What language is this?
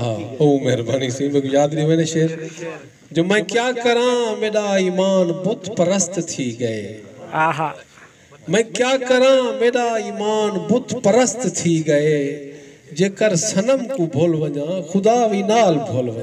Saraiki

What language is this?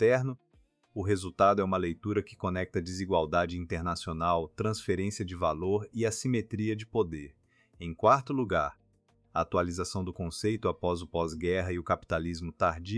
Portuguese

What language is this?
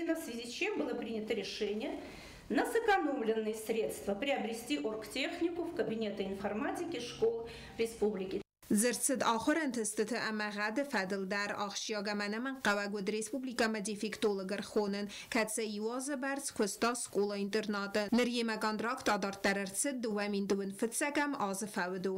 Ossetic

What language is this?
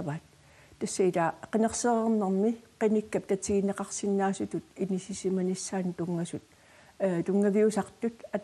Kalaallisut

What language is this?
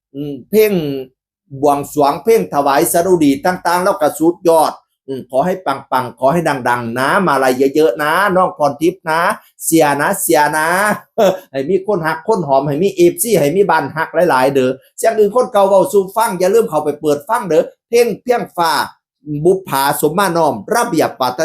Northeastern Thai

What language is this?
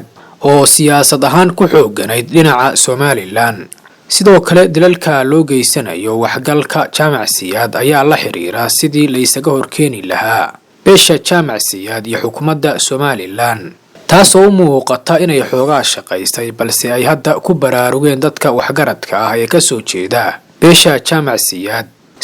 Somali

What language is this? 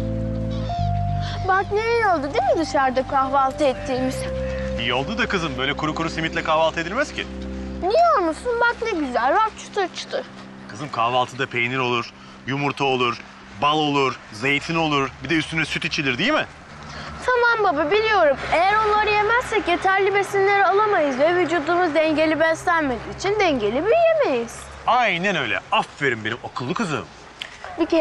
Turkish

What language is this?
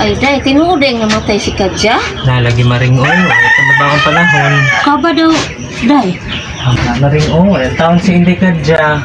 Cebuano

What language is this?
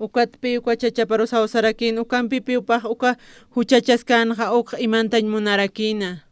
Aymara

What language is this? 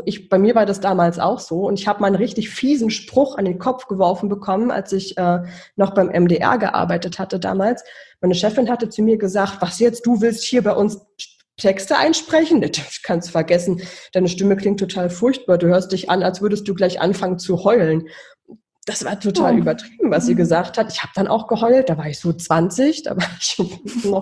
German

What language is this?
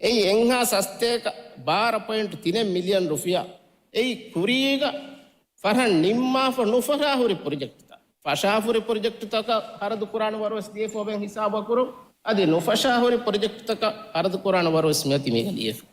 Divehi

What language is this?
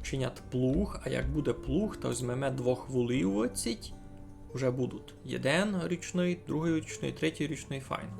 Rusyn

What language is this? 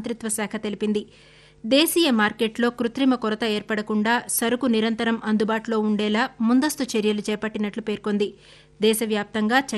Telugu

